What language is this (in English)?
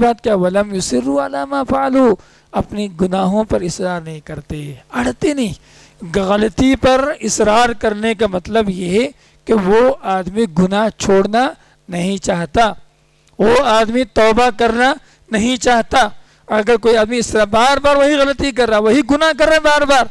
Urdu